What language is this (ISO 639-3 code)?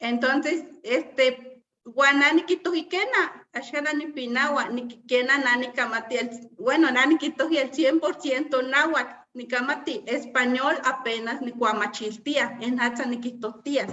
nhe